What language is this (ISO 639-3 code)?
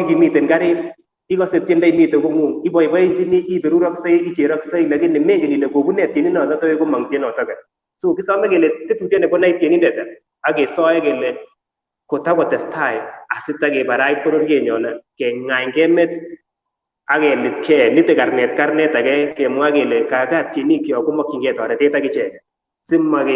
kln